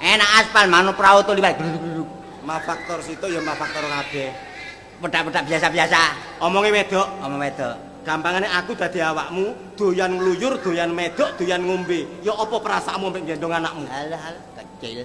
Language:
Javanese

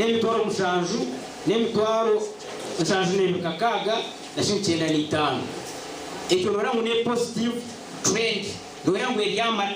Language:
Nyankole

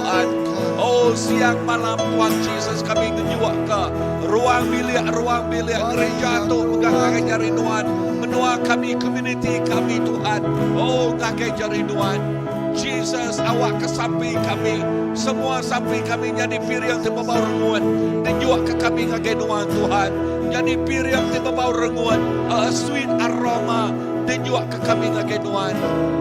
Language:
Iban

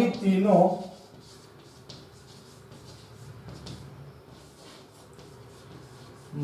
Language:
Gujarati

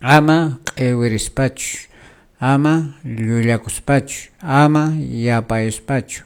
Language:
Quechua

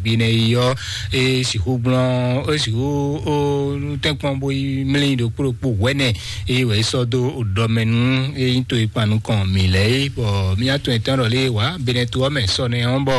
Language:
Fon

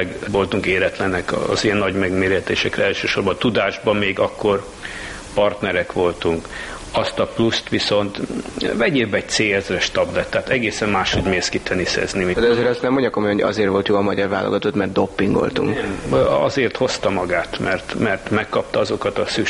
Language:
Hungarian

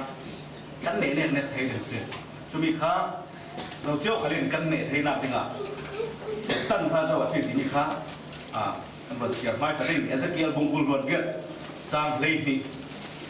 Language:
Falam Chin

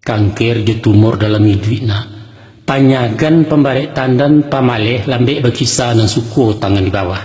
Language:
Minangkabau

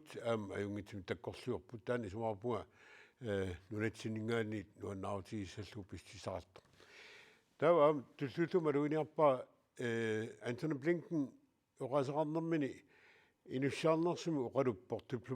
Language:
Kalaallisut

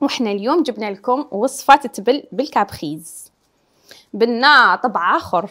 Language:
Algerian Arabic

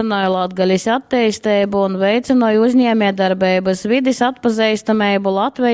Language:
Latgalian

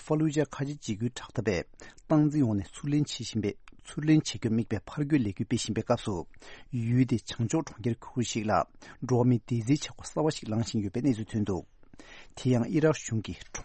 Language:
Tibetan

